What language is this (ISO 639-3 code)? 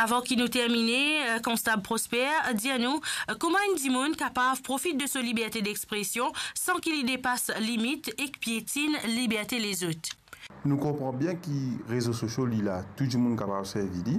mfe